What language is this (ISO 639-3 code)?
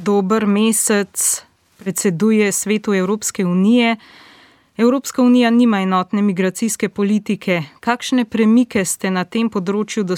slv